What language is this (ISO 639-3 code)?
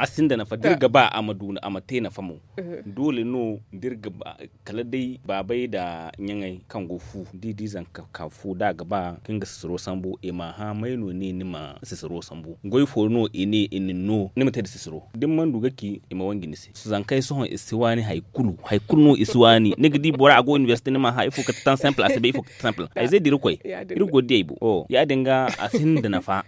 dje